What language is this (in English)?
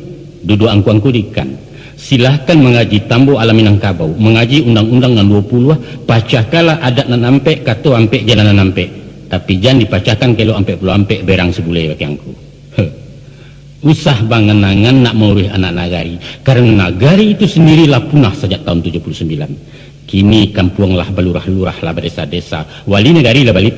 Minangkabau